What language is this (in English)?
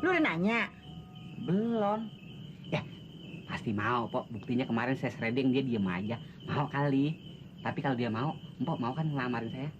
Betawi